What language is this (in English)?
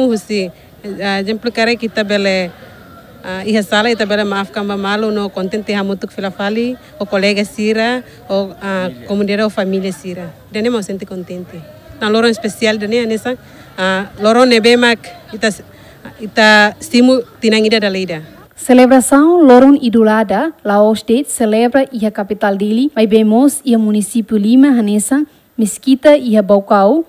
Tetum